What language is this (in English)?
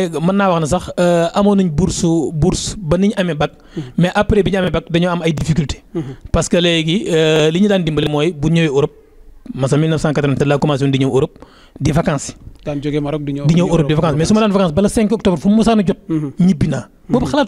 Wolof